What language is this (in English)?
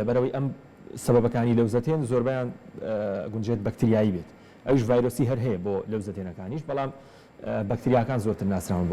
Central Kurdish